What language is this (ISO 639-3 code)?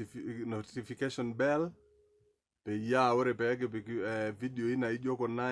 mas